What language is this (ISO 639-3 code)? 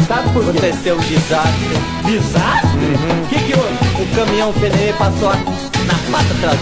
por